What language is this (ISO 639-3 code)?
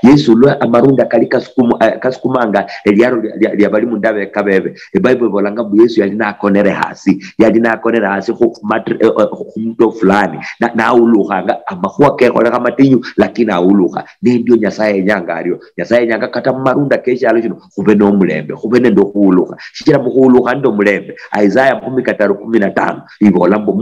luy